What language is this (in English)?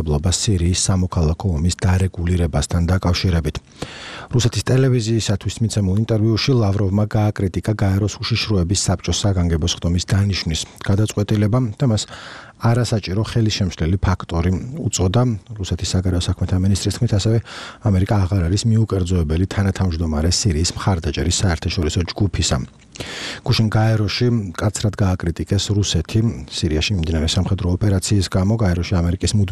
Georgian